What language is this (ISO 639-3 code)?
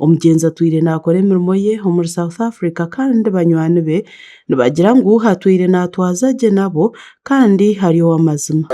nyn